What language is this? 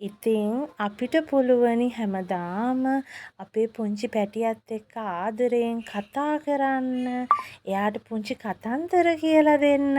Sinhala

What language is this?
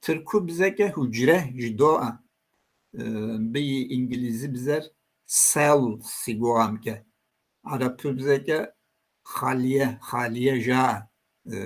Kabardian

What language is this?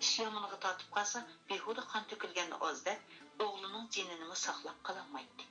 Uyghur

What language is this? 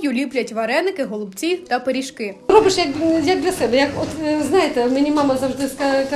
Ukrainian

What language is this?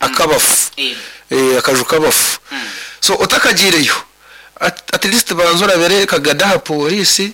Nyankole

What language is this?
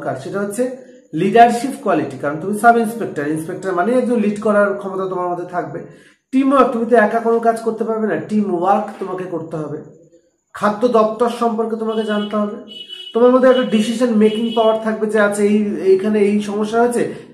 Bangla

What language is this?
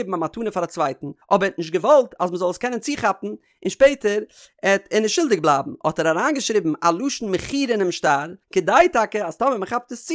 Yiddish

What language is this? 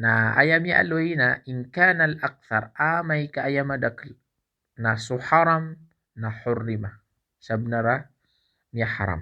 Maranao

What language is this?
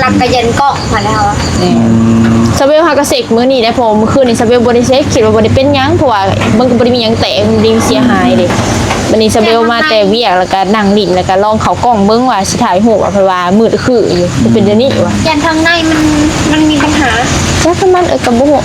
Northeastern Thai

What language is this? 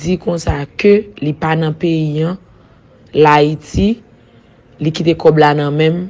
Haitian Creole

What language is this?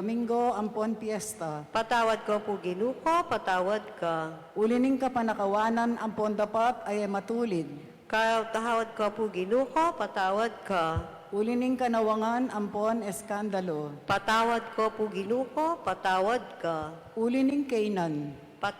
Pampanga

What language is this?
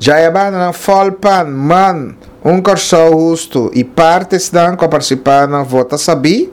Papiamento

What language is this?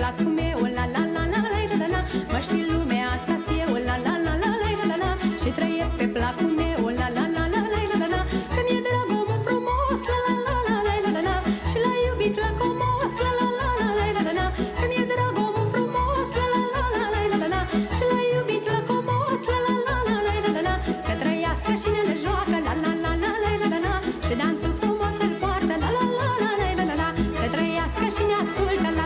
Romanian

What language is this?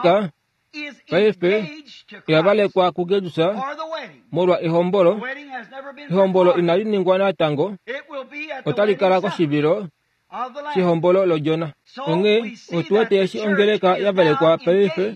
Kuanyama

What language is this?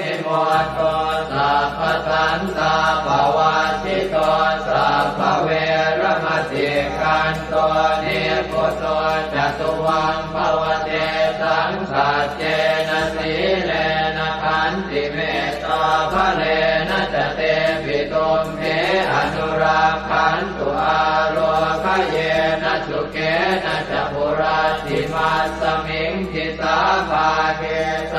Pali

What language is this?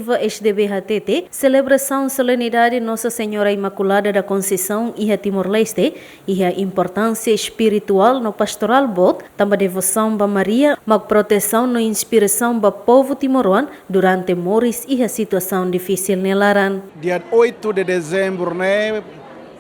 Tetum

